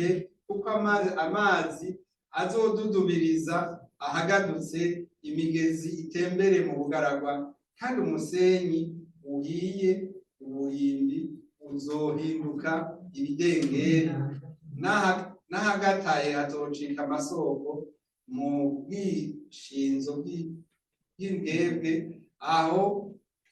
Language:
Rundi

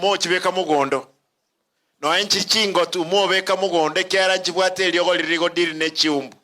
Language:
Gusii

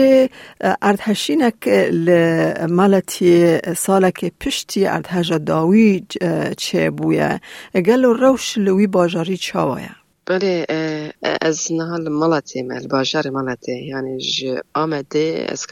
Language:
Kurdish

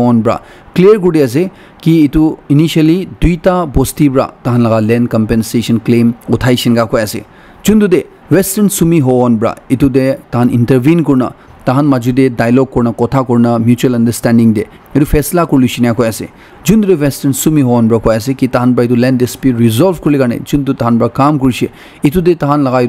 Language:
Naga Pidgin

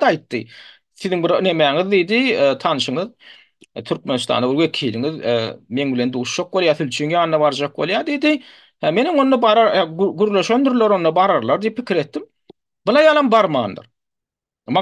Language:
Turkmen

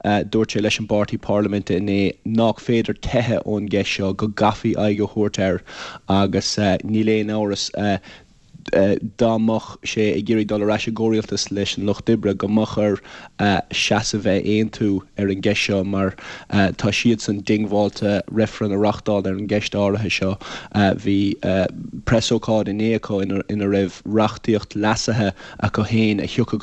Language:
Irish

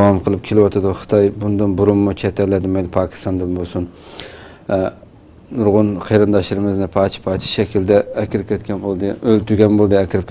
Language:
Uyghur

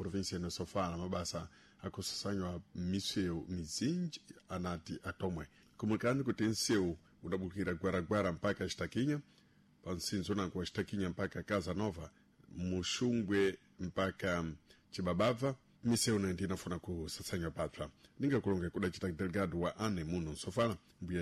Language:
Sena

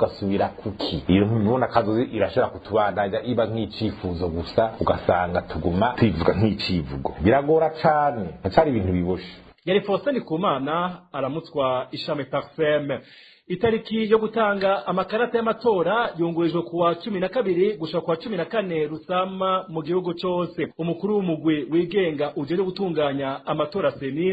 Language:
Rundi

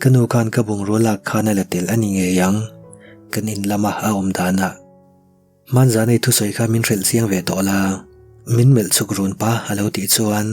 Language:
Mizo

